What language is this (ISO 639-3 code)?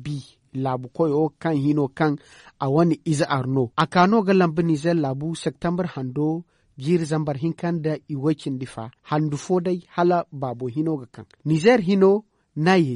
dje